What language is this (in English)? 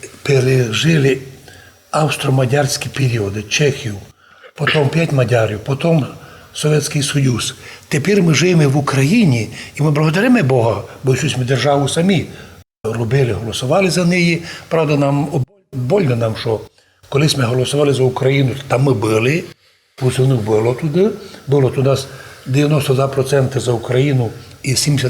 Rusyn